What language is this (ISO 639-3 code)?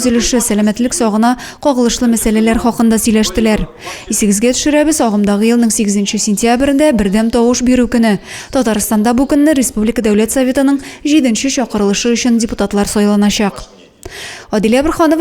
tat